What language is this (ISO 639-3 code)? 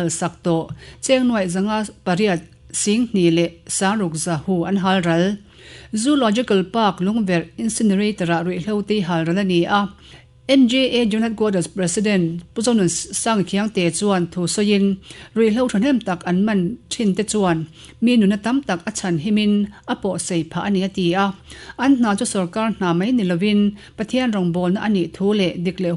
lus